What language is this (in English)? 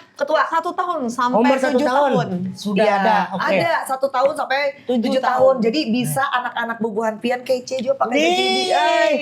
Banjar